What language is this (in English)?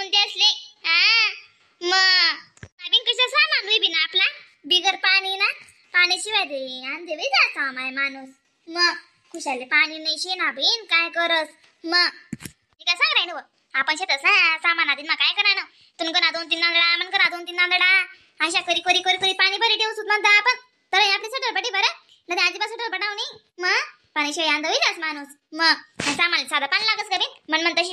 Khandesi